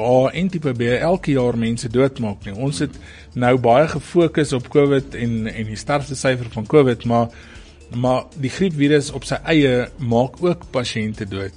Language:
Afrikaans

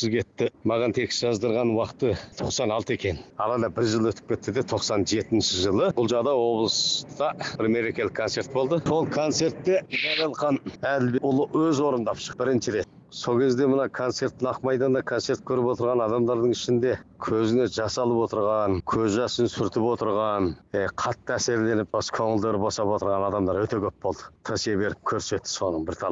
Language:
Kazakh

